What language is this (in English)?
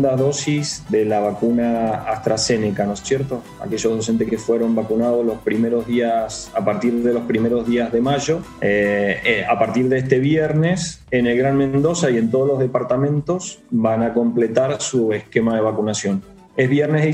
Spanish